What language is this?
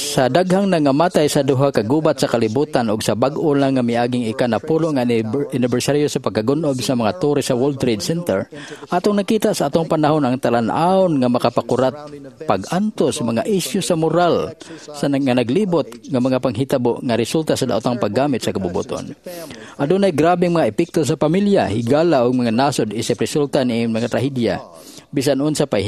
Cebuano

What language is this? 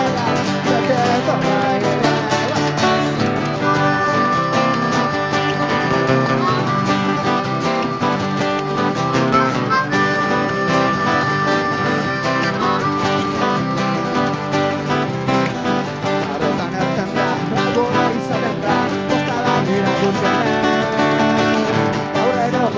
Basque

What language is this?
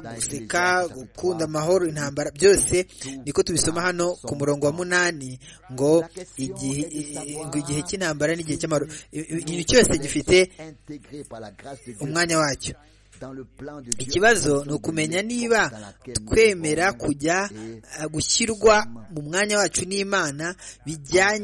Kinyarwanda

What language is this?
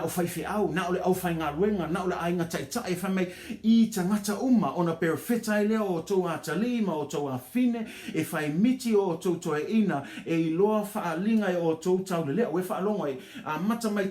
Samoan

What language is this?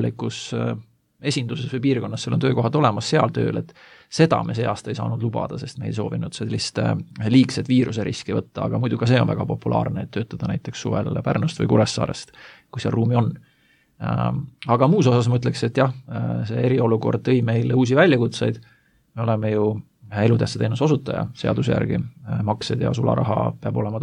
Estonian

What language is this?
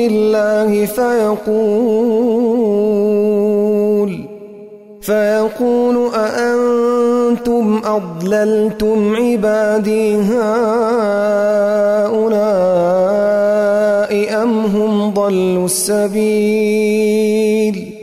Arabic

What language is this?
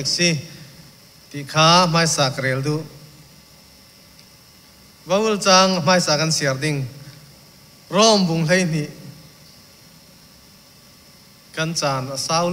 Thai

